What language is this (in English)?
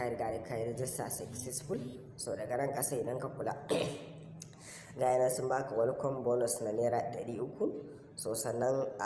Hausa